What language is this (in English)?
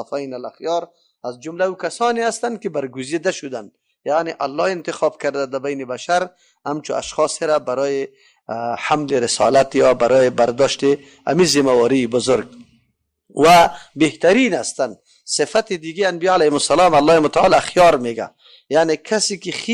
Persian